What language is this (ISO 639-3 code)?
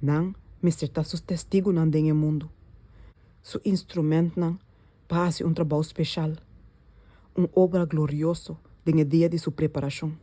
pap